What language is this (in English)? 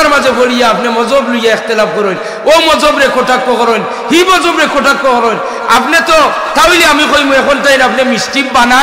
Sylheti